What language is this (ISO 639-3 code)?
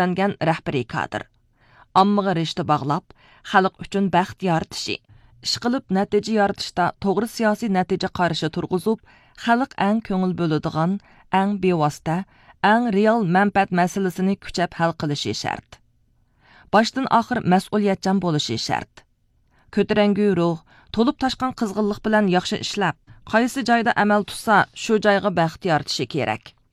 uig